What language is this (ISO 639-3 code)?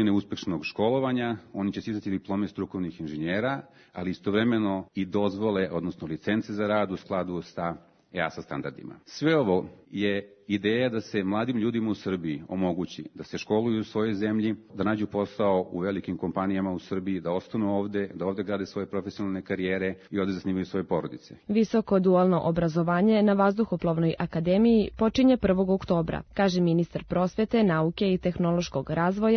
srp